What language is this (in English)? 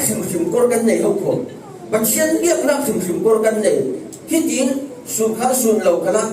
Falam Chin